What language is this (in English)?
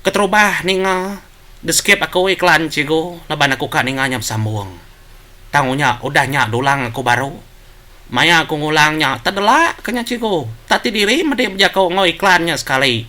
Iban